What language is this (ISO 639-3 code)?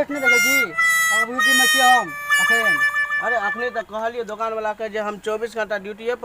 mai